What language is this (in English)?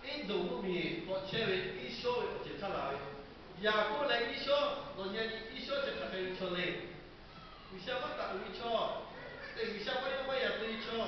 Lahu